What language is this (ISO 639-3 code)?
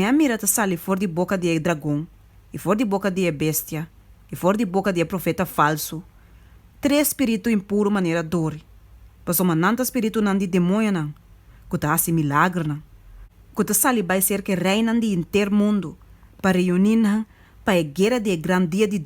pap